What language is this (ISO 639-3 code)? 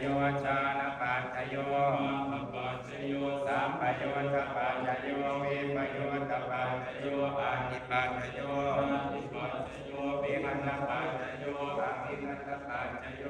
pli